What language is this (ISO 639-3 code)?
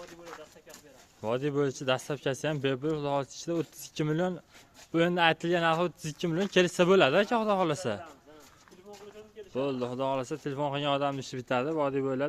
uzb